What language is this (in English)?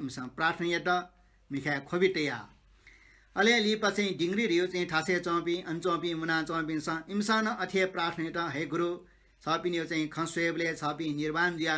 Newari